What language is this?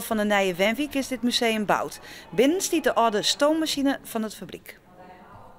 Western Frisian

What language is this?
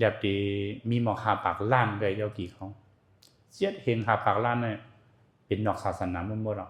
Shan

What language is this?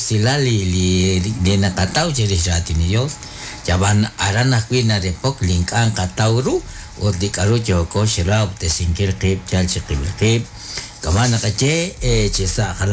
Kekchí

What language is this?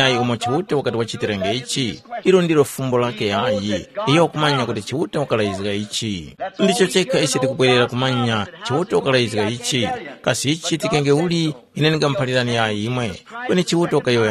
Tumbuka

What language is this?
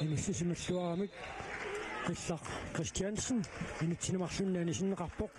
Kalaallisut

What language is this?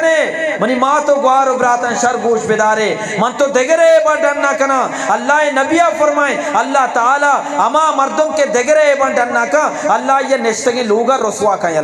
Eastern Balochi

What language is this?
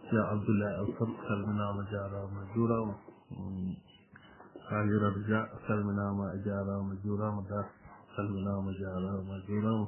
Fula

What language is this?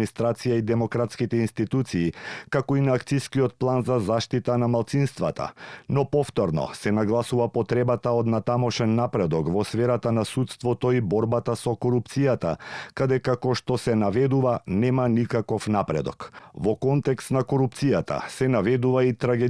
Macedonian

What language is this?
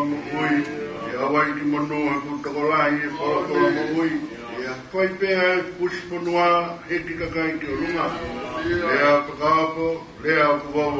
Tongan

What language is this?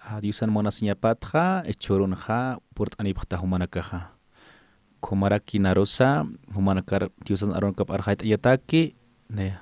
Aymara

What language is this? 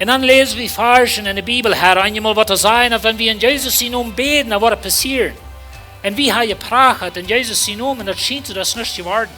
Plautdietsch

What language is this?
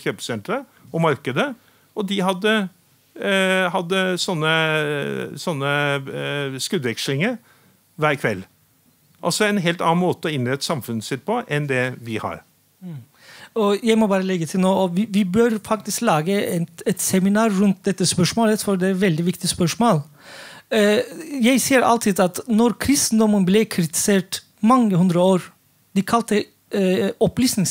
Norwegian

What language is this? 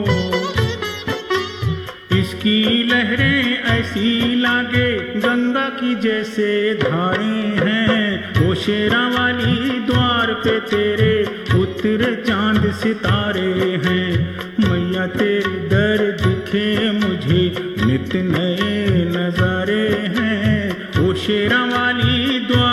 Hindi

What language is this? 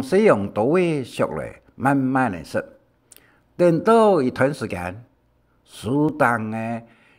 Hakka Chinese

